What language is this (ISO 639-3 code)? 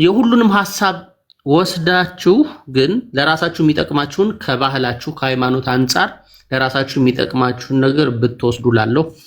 amh